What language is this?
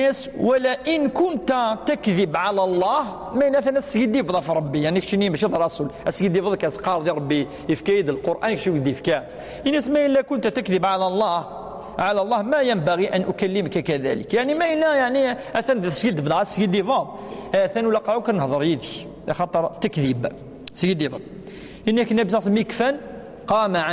Kabyle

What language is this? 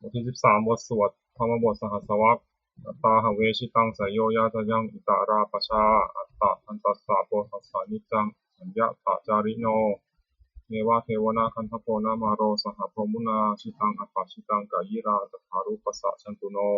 Pali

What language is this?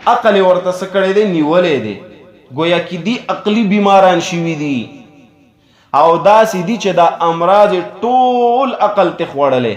Pashto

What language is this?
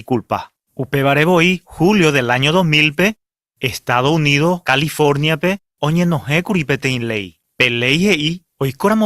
Guarani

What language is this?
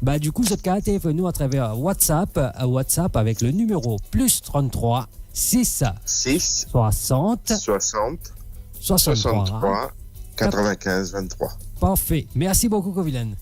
Morisyen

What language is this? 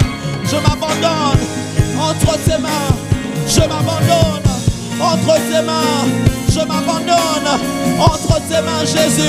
French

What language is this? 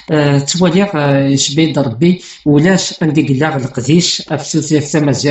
Kabyle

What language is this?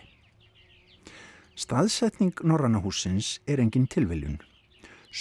Icelandic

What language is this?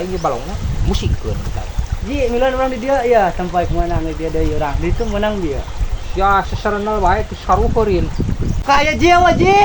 Sundanese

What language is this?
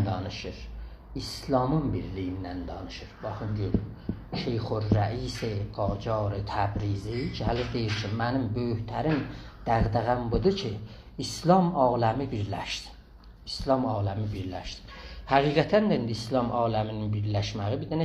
South Azerbaijani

